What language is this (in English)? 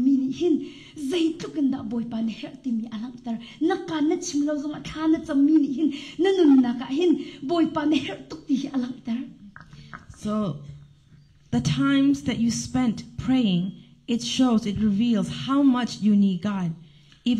Hakha Chin